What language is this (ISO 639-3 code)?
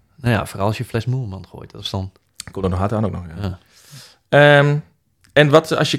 nld